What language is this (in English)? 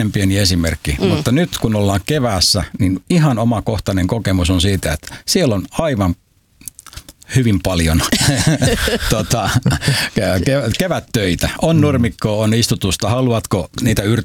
Finnish